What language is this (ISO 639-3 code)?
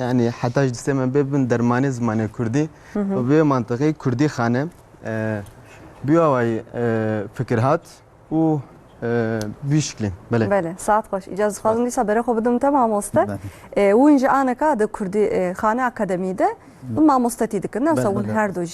kur